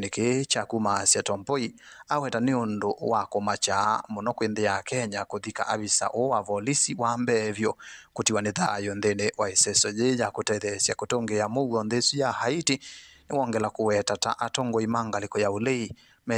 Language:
Kamba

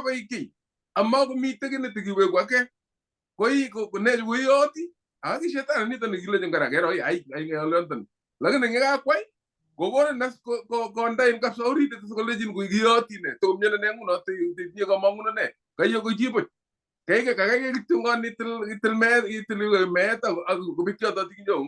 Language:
Kalenjin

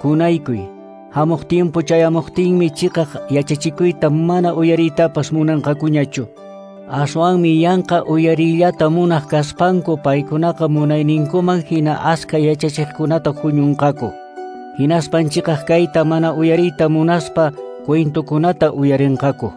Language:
Quechua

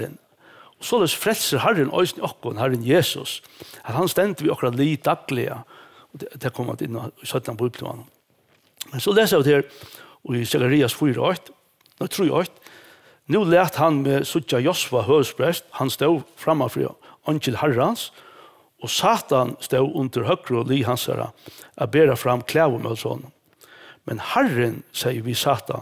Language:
Faroese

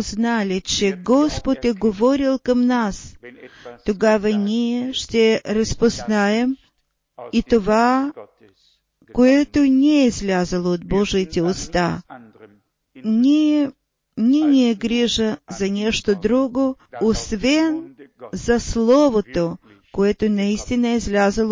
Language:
Bulgarian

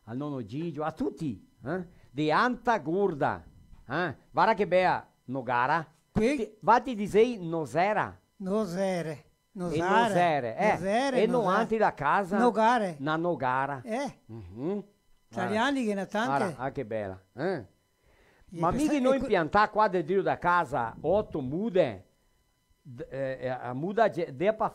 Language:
Venetian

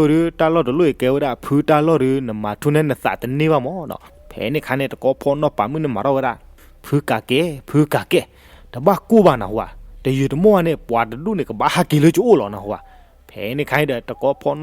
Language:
S'gaw Karen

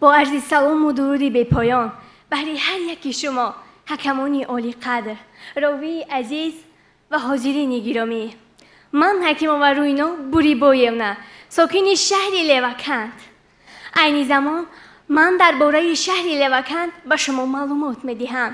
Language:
Tajik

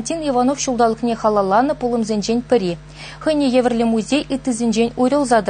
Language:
Chuvash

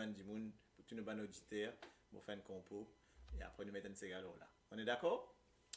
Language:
Morisyen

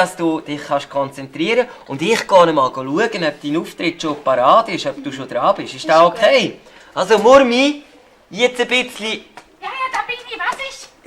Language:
Swiss German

